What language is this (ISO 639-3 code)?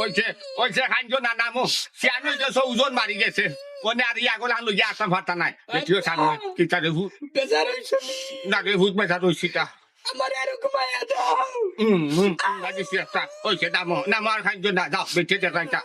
syl